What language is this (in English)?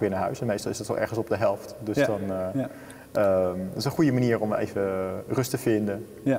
Dutch